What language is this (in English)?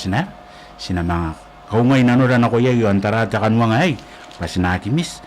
Gilbertese